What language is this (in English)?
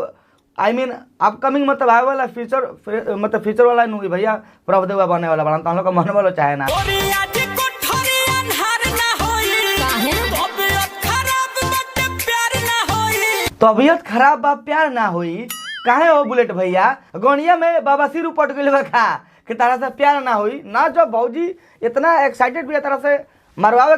Bhojpuri